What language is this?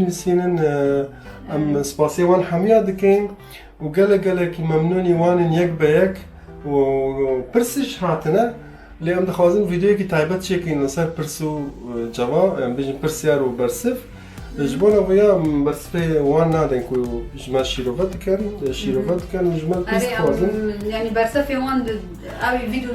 Kurdish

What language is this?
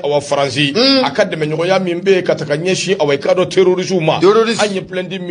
Bambara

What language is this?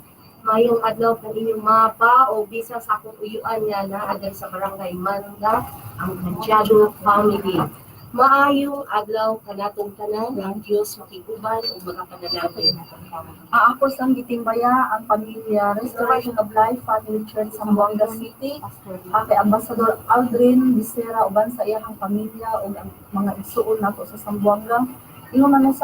Cebuano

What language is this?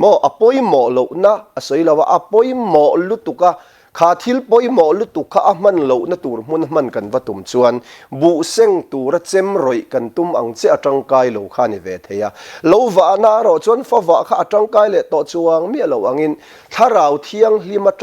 Mizo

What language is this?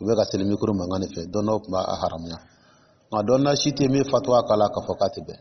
Dyula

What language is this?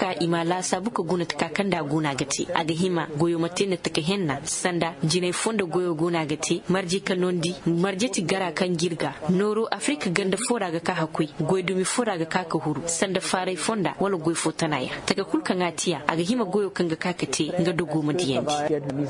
Koyraboro Senni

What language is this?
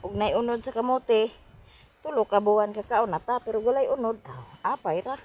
Cebuano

